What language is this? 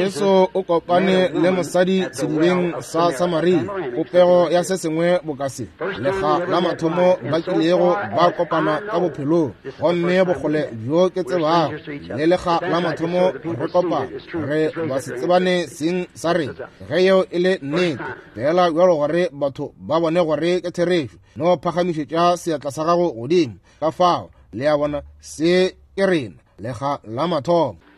Northern Sotho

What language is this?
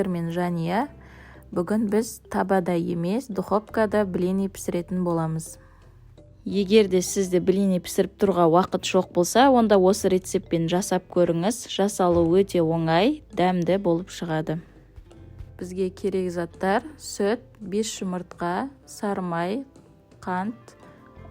Kazakh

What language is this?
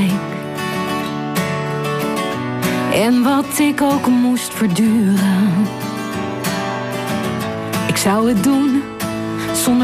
Dutch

